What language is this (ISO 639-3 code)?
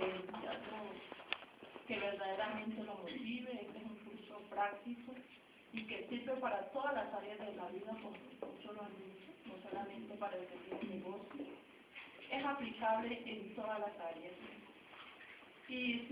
spa